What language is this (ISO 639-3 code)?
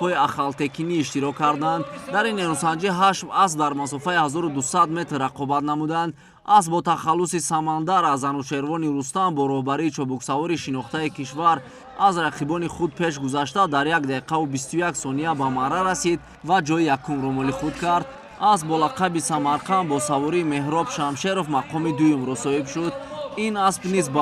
tgk